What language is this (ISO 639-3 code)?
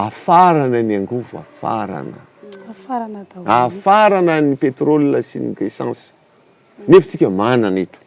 mlg